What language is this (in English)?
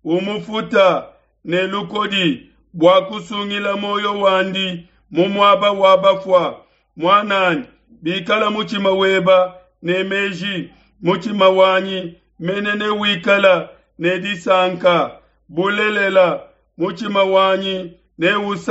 Luba-Lulua